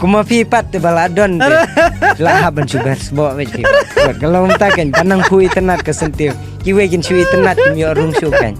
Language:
Khasi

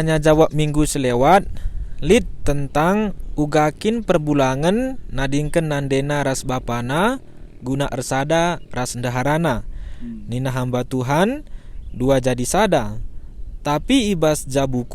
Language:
Batak Karo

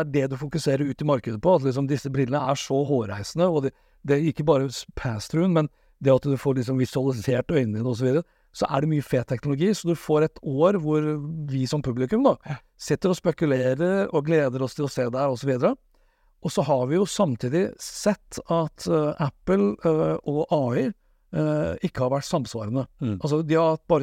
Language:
Norwegian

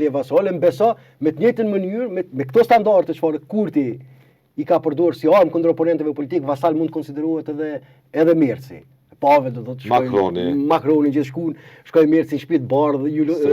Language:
Albanian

